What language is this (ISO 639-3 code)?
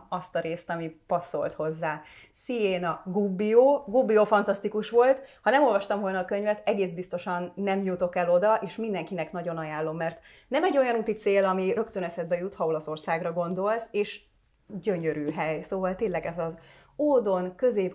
hun